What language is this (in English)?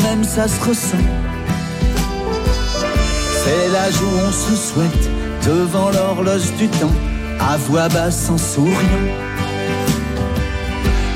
French